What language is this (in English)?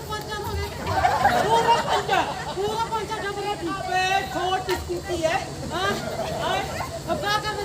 Chhattisgarhi